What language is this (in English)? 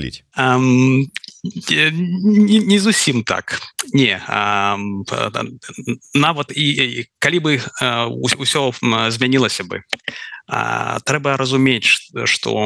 Belarusian